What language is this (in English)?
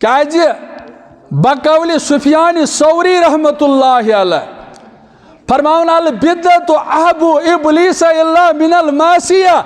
Kashmiri